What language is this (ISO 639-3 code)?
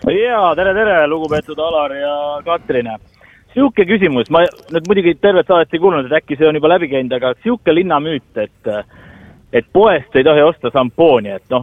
est